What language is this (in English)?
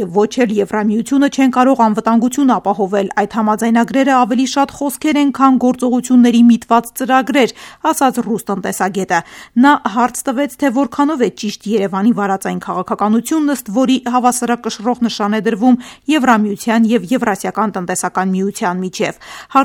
Armenian